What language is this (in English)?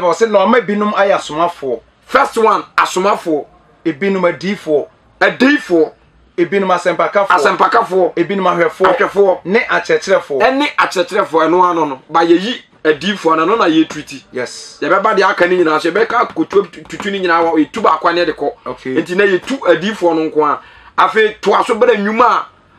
Akan